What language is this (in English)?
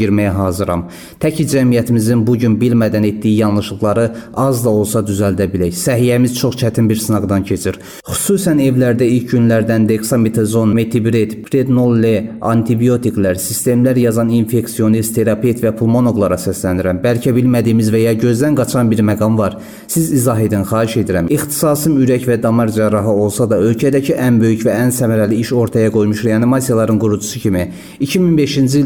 Azerbaijani